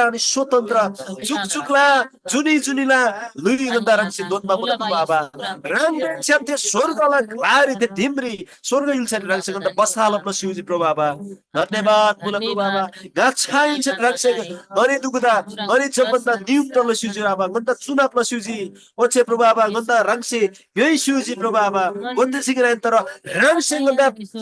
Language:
Eastern Tamang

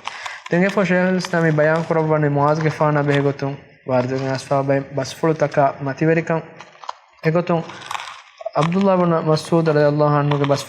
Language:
Divehi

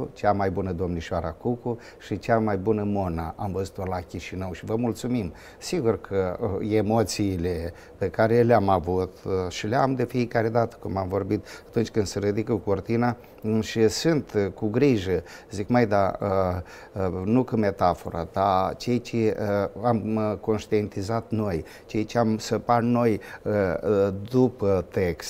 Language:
Romanian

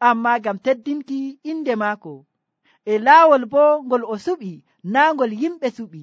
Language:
Nigerian Fulfulde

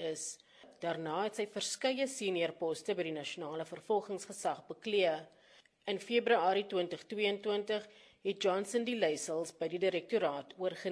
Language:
Afrikaans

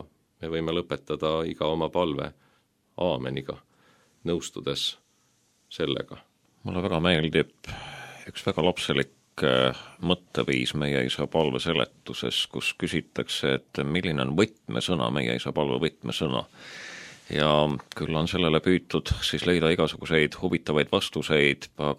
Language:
Estonian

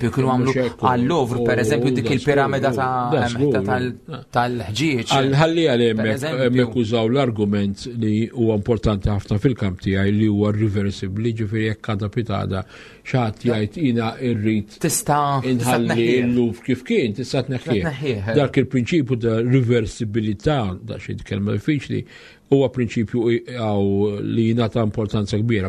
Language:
Maltese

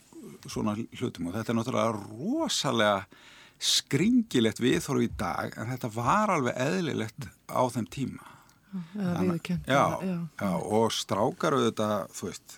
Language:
Icelandic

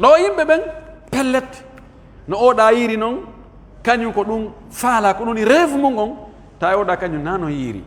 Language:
Pular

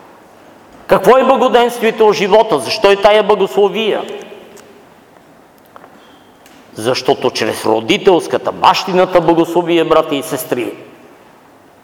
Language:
Bulgarian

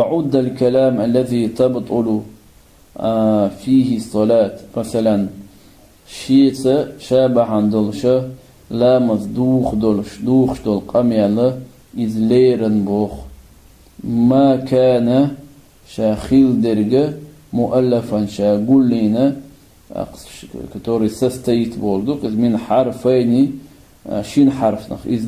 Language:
Chechen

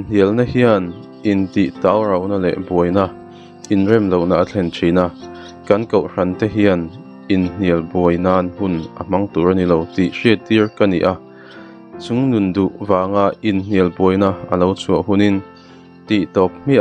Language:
Mizo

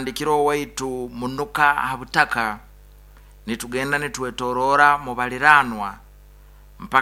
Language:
Nyoro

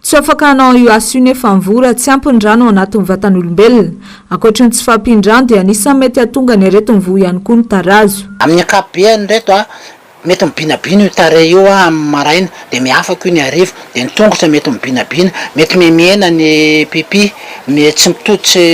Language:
Malagasy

